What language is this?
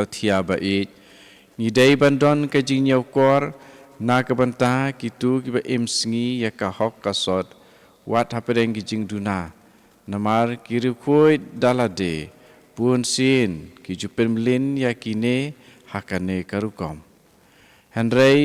Khasi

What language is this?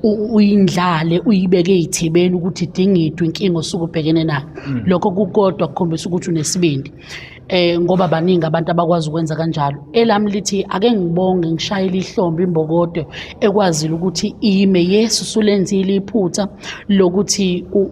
Zulu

